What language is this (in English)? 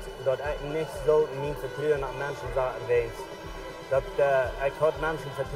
Plautdietsch